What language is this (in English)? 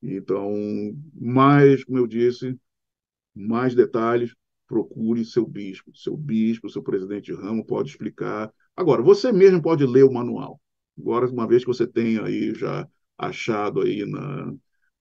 Portuguese